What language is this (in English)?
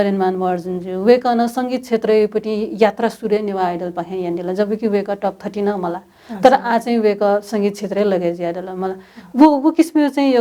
Newari